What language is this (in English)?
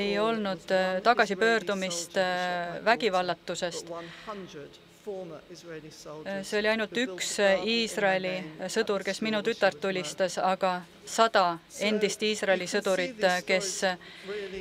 Estonian